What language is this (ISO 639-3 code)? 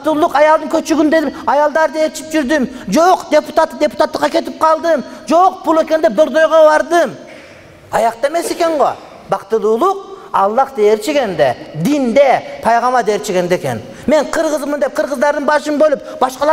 kir